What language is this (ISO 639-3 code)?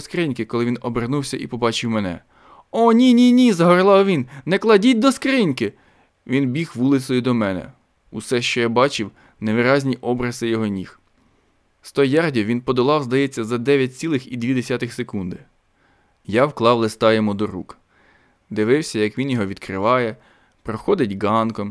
ukr